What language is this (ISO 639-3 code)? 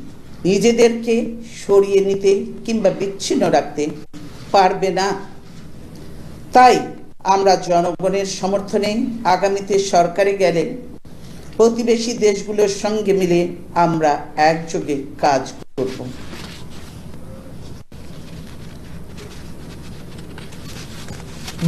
ben